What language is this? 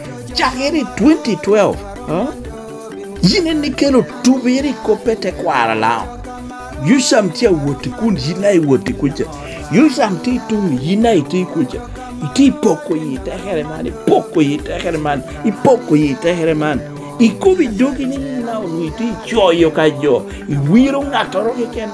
Lango (Uganda)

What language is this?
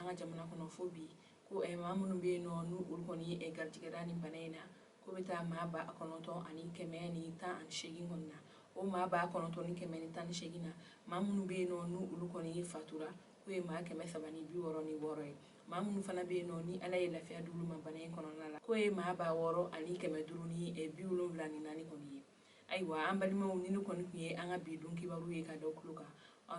Bambara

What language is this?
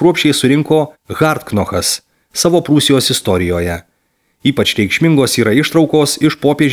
Lithuanian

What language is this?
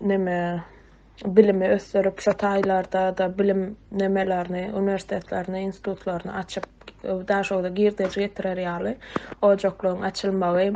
Turkmen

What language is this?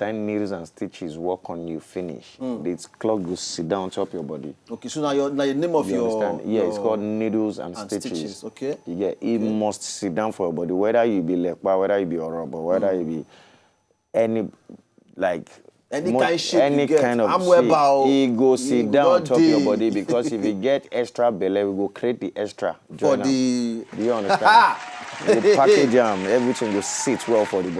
Nigerian Pidgin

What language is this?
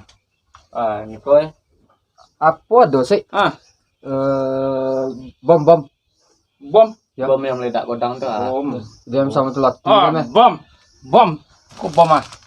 Minangkabau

